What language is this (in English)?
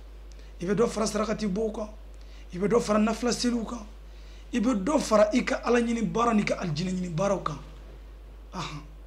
Bambara